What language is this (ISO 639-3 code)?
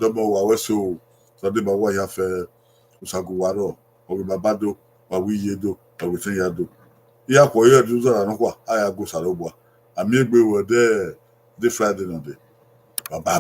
bin